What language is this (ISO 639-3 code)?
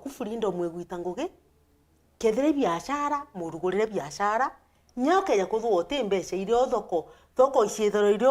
mer